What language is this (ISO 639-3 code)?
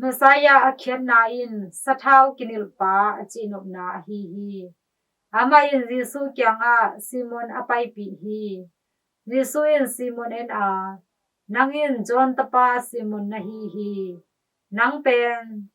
ctd